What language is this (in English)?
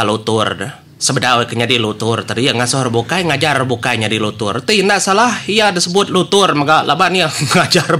Iban